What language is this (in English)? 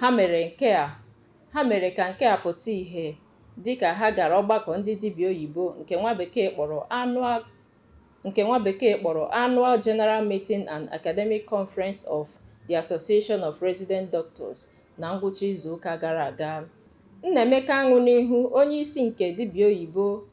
Igbo